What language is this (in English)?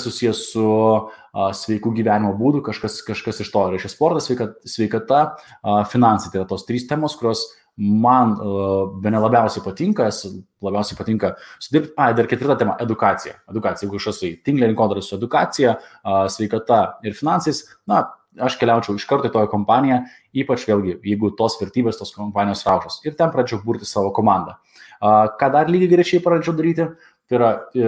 Lithuanian